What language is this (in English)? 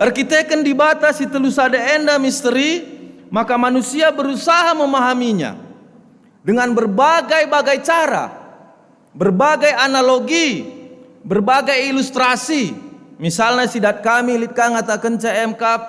Batak Karo